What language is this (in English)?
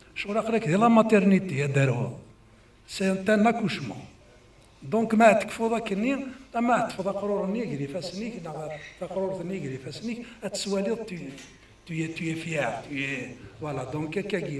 Kabyle